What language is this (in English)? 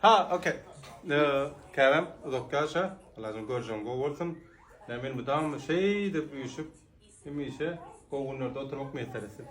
Turkmen